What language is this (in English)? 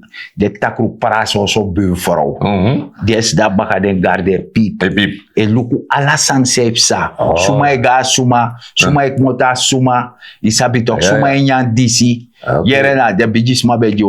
Sranan Tongo